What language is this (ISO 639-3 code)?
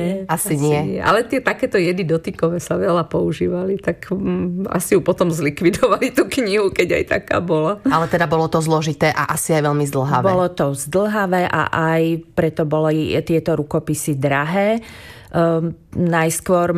slk